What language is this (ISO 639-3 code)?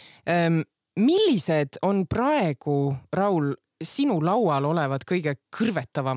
est